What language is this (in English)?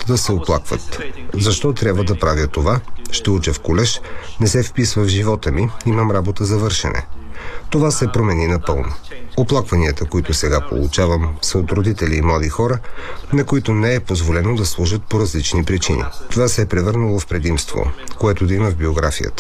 Bulgarian